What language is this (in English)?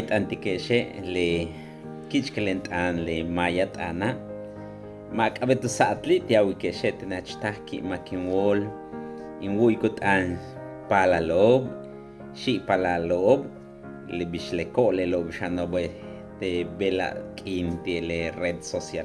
Yucateco